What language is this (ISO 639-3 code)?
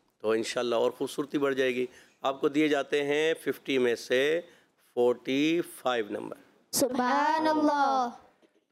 urd